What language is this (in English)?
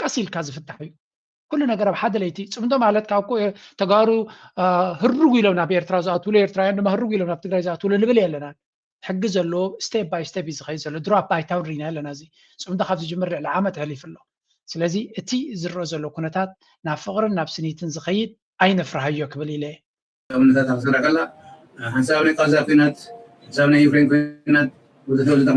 Tigrinya